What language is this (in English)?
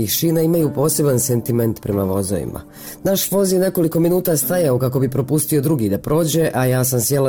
Bosnian